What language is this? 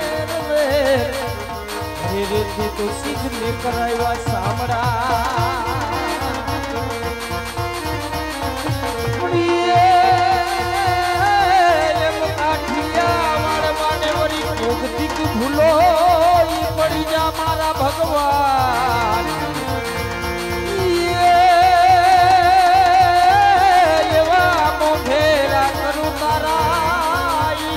Gujarati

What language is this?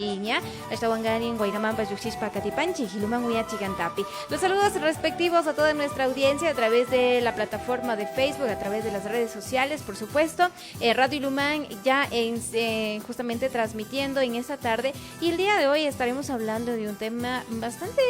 Imbabura Highland Quichua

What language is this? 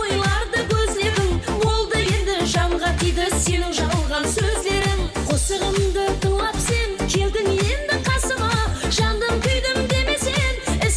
Kara-Kalpak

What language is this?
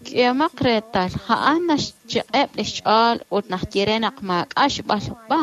Kekchí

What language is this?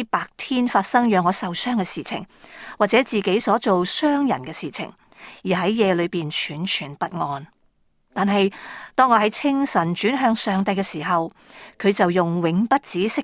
Cantonese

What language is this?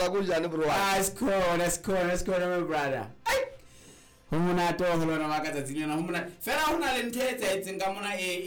Southern Sotho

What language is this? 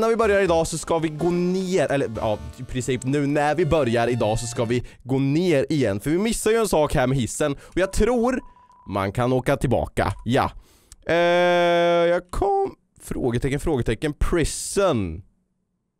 Swedish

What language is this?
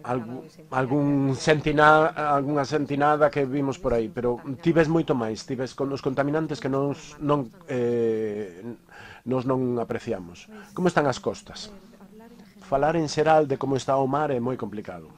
Galician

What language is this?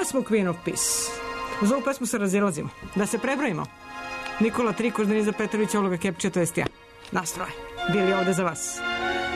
Serbian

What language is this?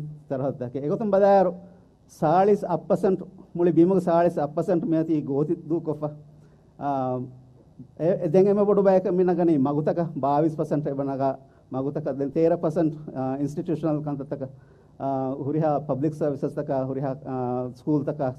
Divehi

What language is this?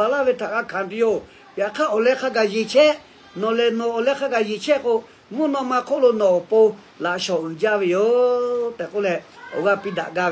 Lahu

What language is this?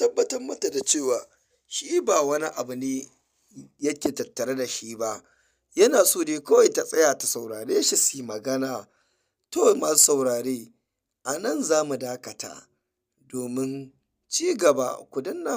Hausa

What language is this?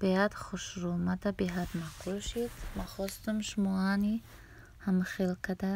Tajik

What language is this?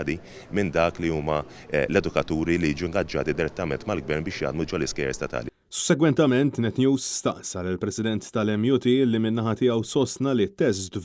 Maltese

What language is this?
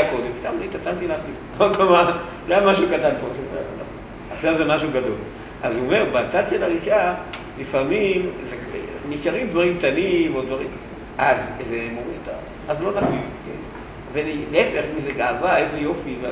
Hebrew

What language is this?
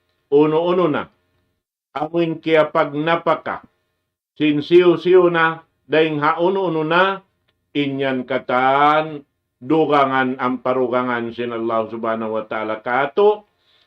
Tausug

